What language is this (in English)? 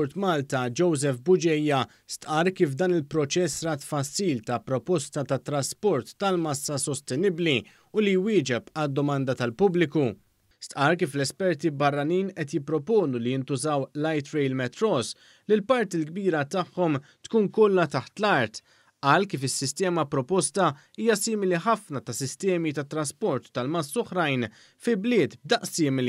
Maltese